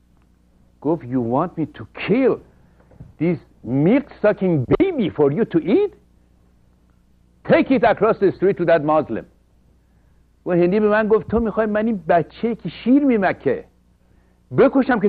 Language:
Persian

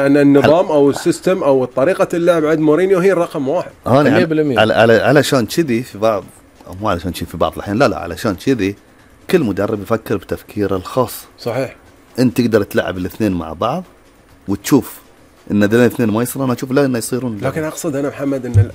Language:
Gulf Arabic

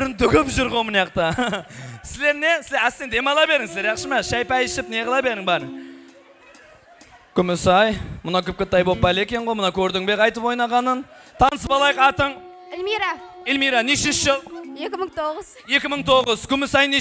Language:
Kazakh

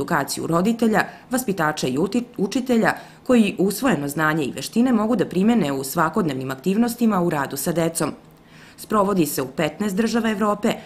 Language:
Serbian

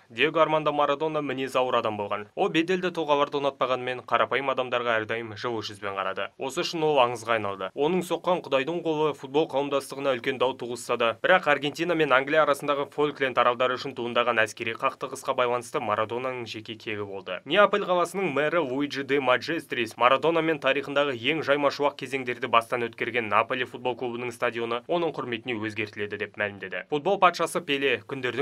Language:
Kazakh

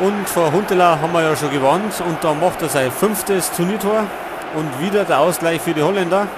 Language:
Bavarian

